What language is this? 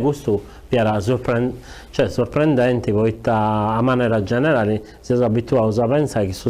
Sardinian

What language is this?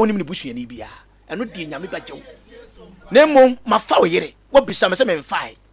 Akan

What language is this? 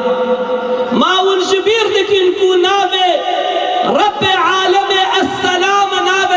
Kurdish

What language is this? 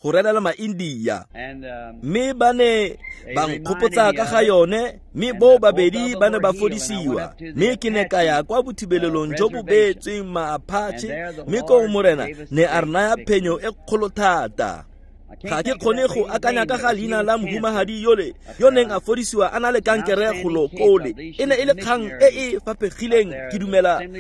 Tswana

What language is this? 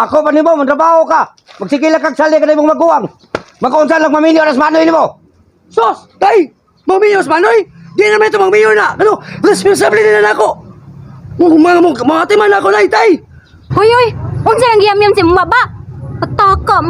Cebuano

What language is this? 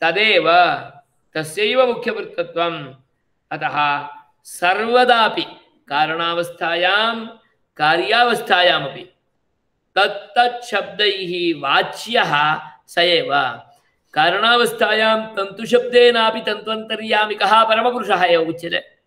Sanskrit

